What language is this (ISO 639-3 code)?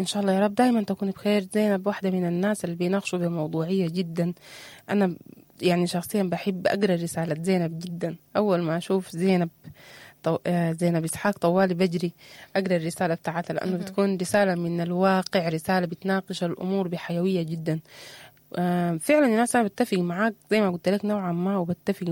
apd